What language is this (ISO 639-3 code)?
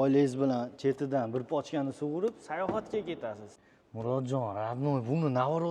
uzb